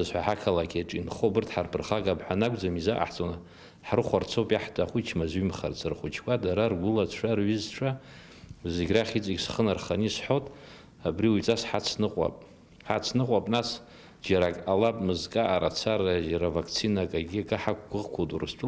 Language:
Abkhazian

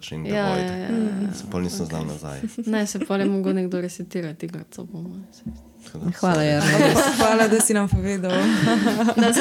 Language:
Slovenian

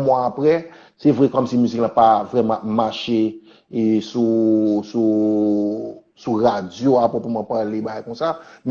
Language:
Haitian Creole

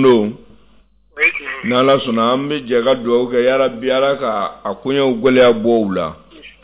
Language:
Bambara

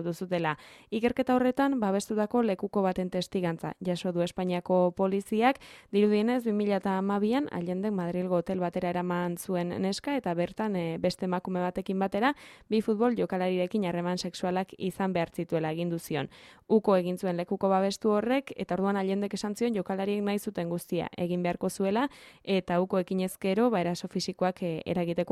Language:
Basque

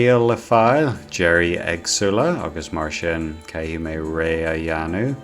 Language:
Irish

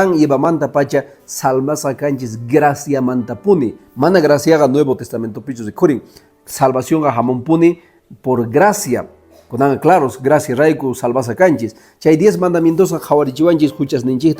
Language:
Quechua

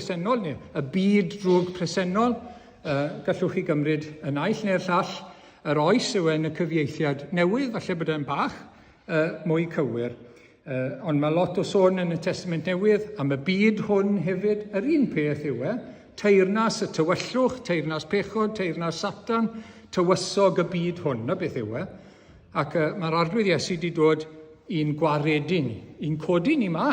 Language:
Welsh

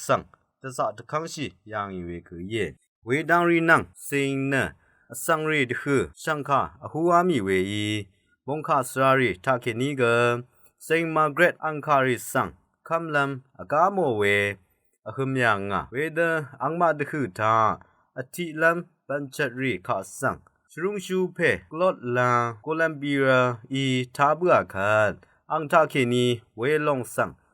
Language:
Rawang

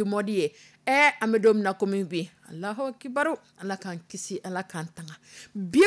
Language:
Dyula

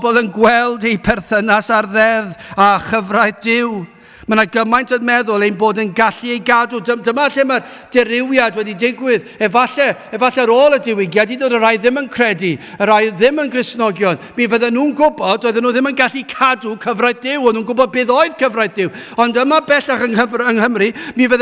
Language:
Welsh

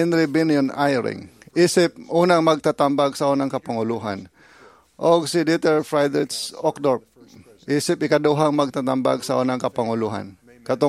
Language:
Cebuano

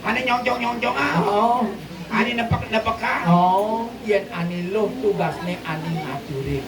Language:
Balinese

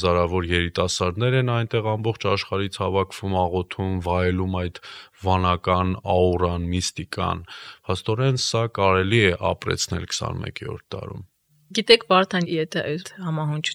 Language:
Armenian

